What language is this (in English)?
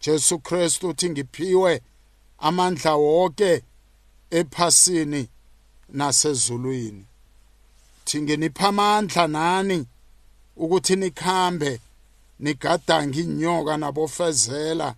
South Ndebele